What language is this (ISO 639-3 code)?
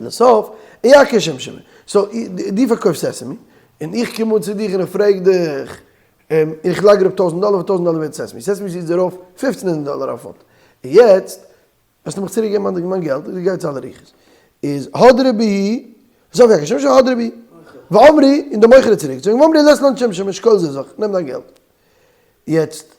yid